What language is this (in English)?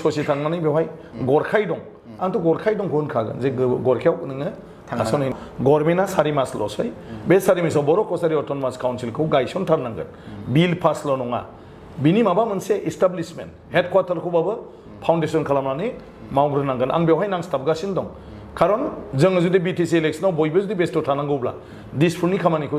Bodo